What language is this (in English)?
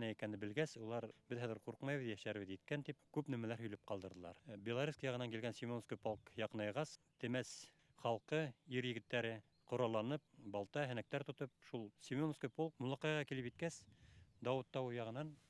Bashkir